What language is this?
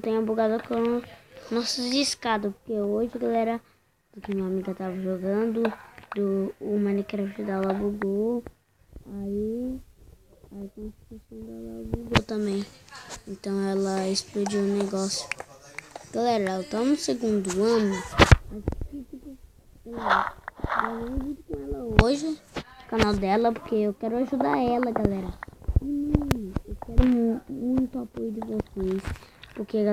Portuguese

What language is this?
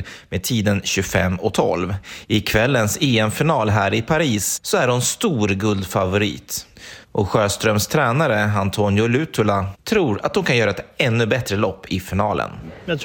Swedish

